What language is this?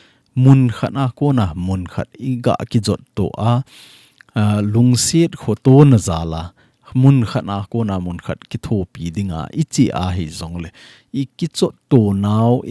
Thado Chin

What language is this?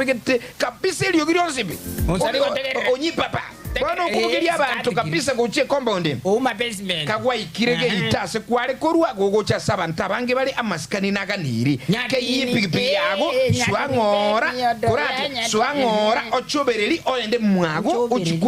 Gusii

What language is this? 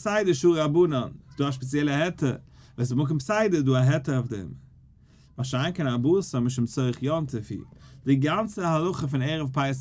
Yiddish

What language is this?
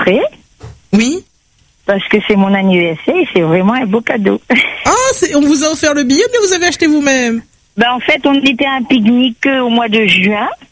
French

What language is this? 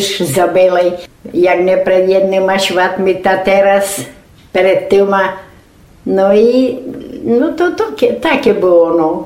Rusyn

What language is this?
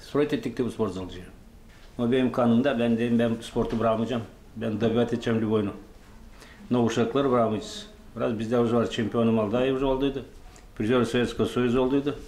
Gagauz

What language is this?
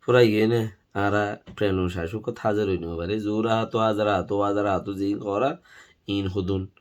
Rohingya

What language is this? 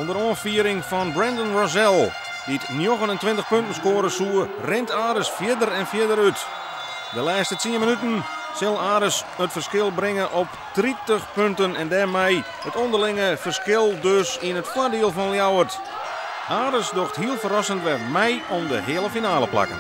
Western Frisian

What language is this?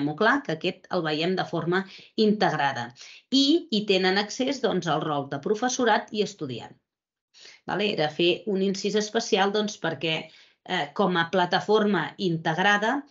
Catalan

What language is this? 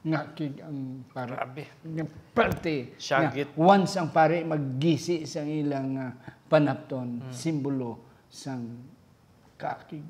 Hiligaynon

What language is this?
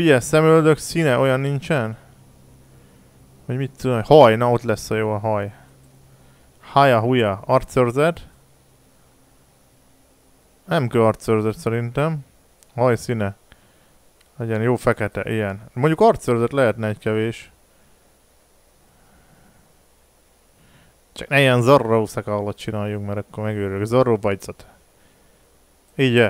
Hungarian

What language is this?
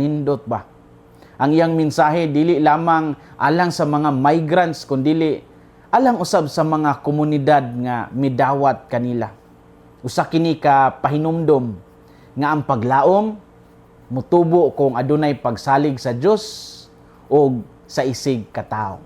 Cebuano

